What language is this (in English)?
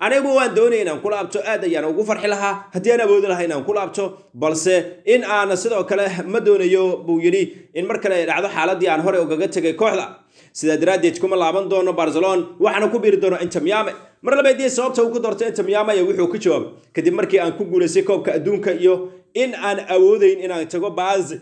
Somali